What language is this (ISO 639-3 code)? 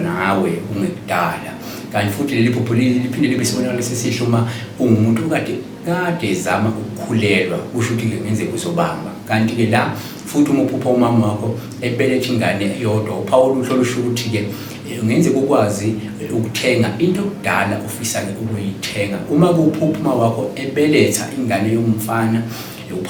zul